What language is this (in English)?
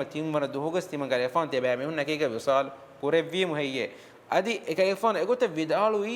Divehi